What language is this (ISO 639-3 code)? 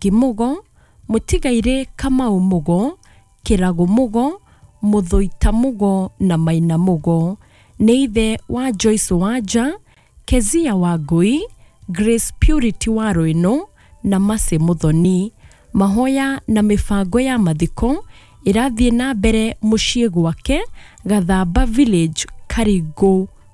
kik